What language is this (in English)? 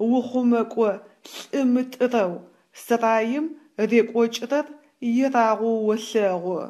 Adyghe